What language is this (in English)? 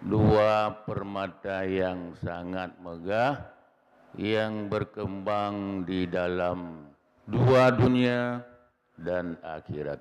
Achinese